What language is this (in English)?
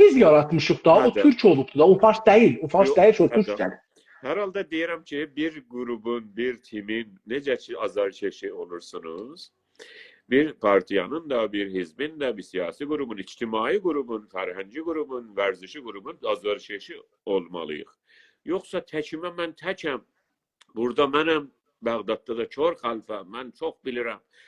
South Azerbaijani